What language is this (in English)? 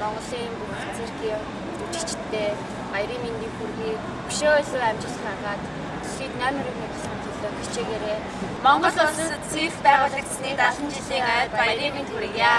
Mongolian